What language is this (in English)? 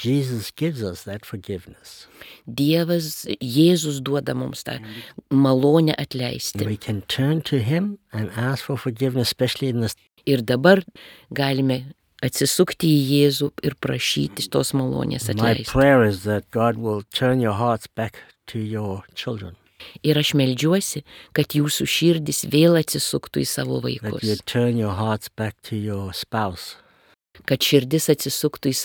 Lithuanian